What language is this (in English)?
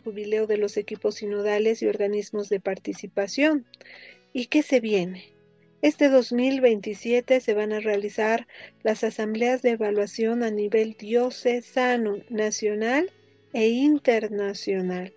Spanish